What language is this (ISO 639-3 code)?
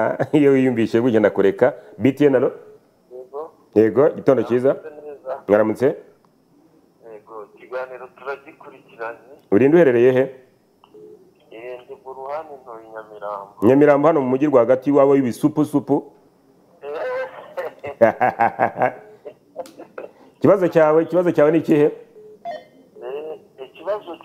kin